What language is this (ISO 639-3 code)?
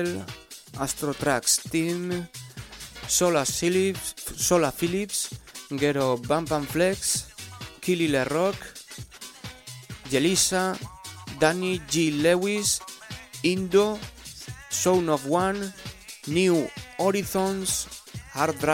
eus